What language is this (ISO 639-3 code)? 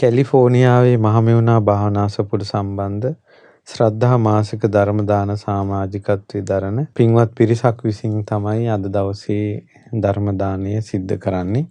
sin